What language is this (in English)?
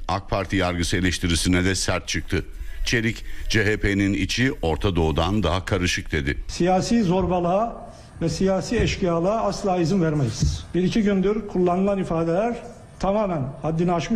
Turkish